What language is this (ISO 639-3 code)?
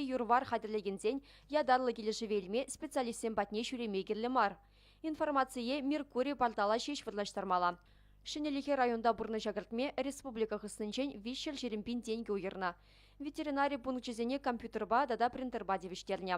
chv